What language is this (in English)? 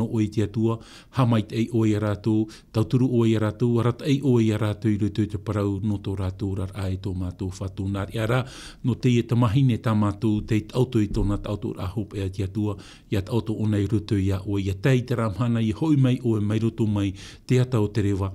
Tahitian